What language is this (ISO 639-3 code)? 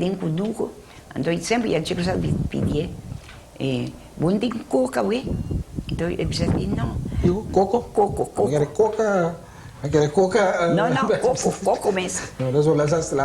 pap